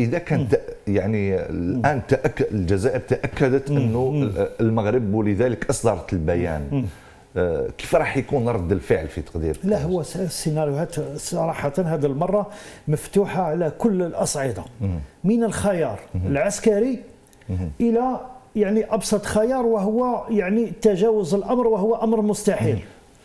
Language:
Algerian Arabic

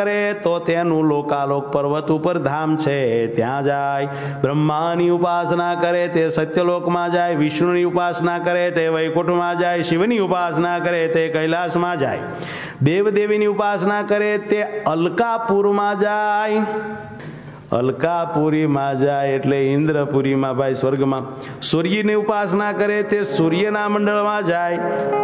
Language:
Gujarati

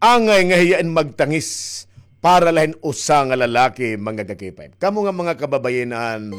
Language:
Waray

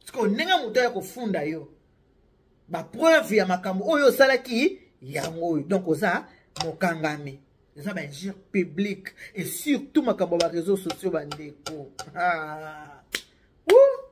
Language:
Lingala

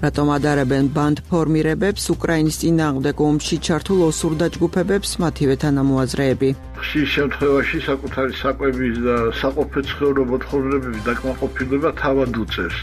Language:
Georgian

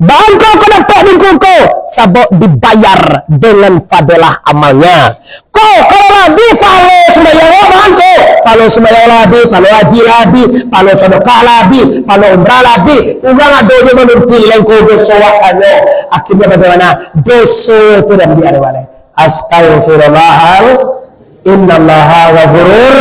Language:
Minangkabau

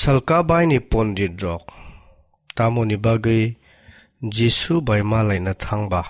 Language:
Kok Borok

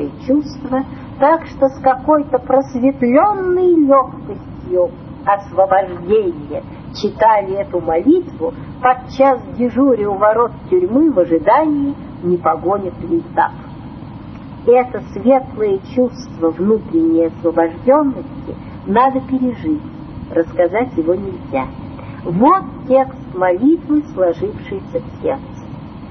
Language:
Russian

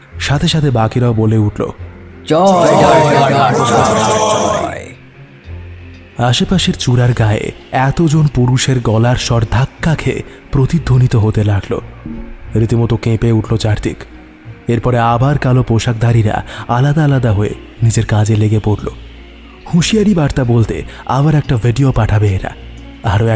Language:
Bangla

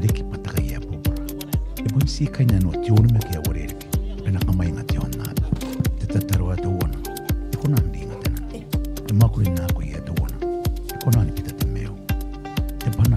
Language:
Gilbertese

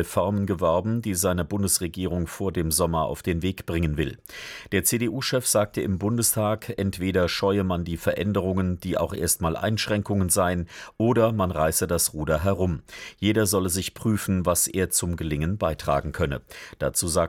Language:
German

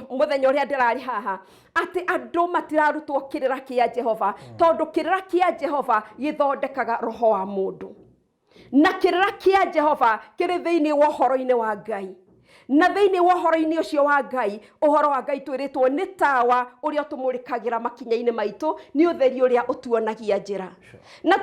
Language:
Kikuyu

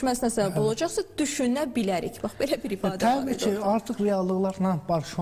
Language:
Azerbaijani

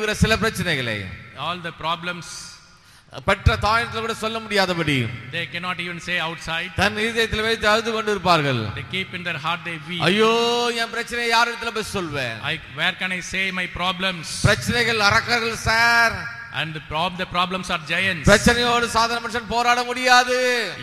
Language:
Tamil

